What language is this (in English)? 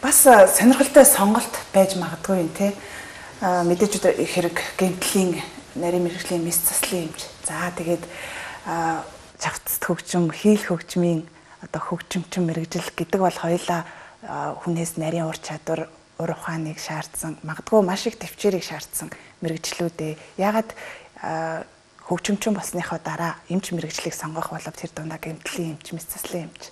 Mongolian